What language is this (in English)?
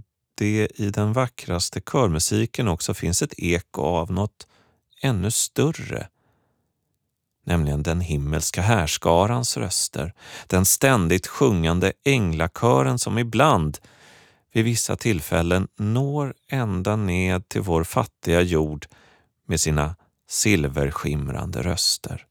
Swedish